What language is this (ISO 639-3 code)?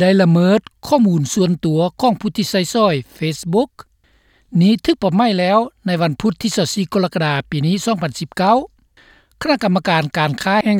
lao